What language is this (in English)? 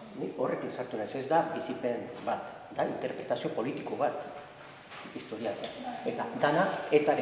Basque